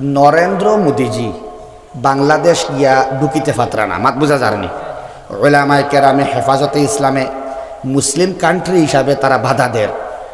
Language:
Sylheti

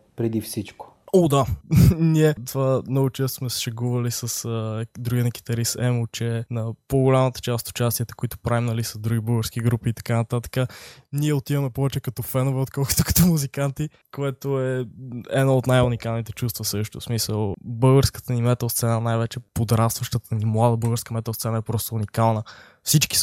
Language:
Bulgarian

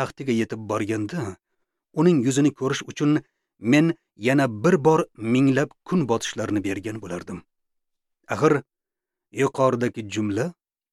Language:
Uzbek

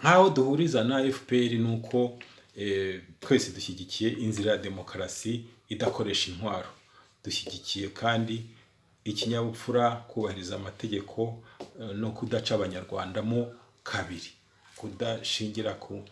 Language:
Kinyarwanda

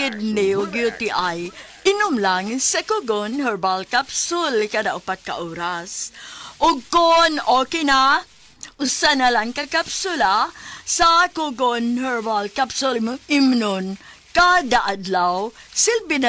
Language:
Cebuano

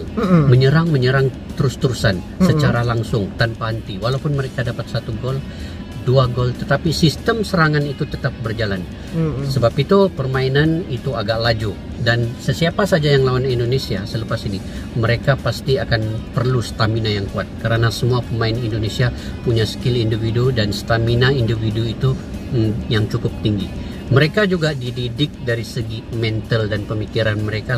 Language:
Malay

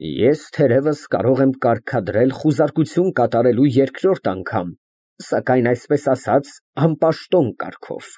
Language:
Armenian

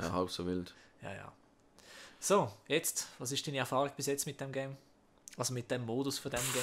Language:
Swiss German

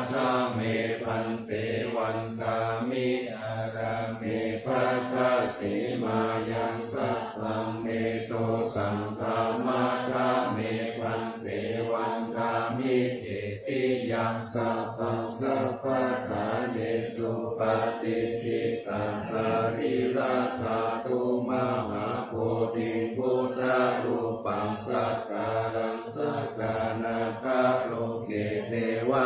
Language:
Pali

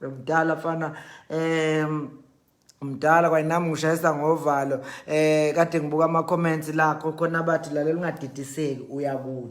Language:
Zulu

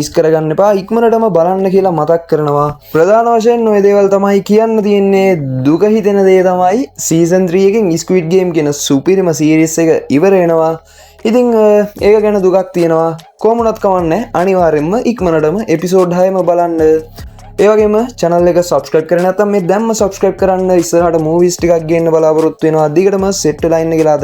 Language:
Sinhala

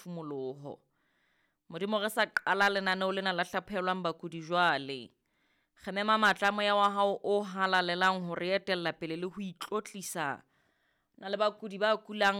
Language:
Southern Sotho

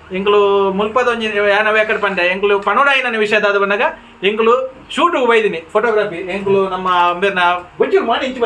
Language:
Tulu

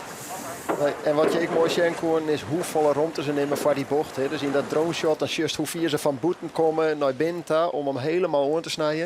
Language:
Western Frisian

